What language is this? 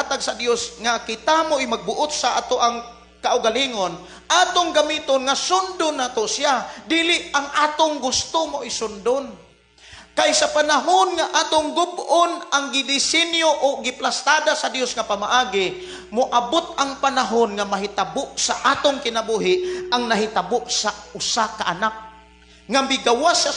Cebuano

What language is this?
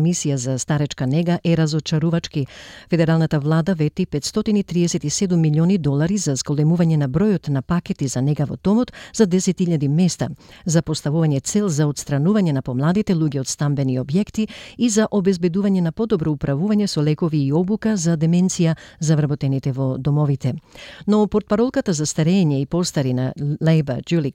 Macedonian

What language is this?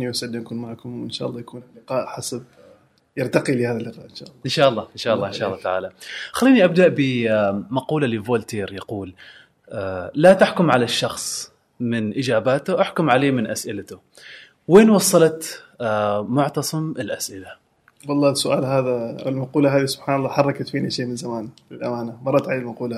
Gulf Arabic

